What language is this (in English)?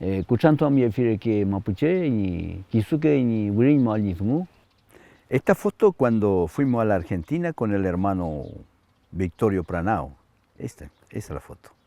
Mapuche